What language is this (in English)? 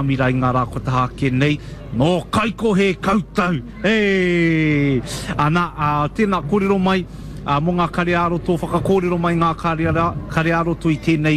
Māori